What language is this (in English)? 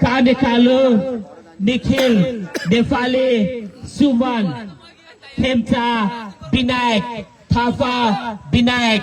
Nepali